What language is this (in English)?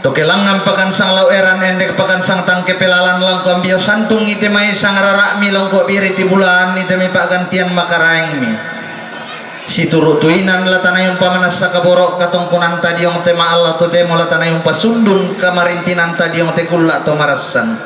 Toraja-Sa'dan